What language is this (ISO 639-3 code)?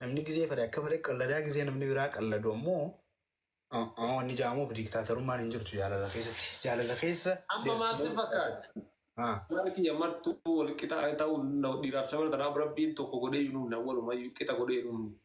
orm